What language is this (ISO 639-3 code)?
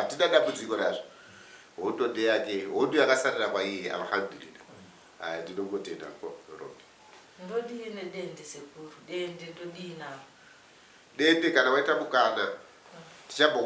sna